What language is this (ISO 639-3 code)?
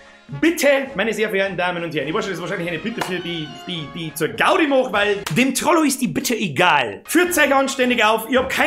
bar